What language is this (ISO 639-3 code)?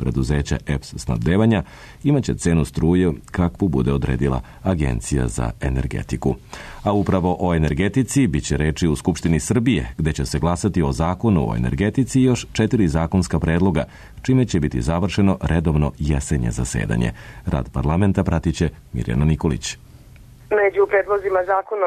srp